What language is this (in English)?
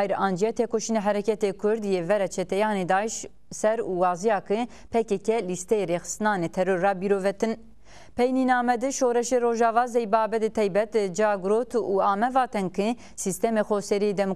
Zaza